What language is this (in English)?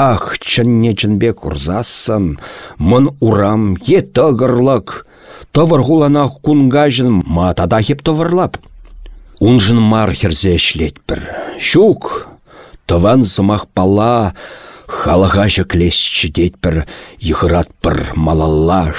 Chuvash